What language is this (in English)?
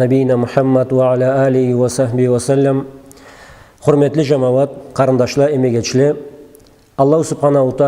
Karachay-Balkar